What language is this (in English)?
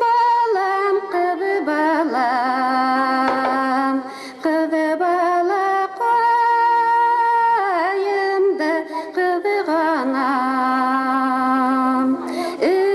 Bashkir